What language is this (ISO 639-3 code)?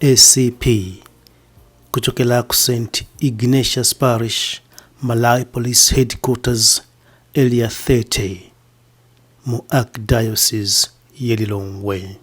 nya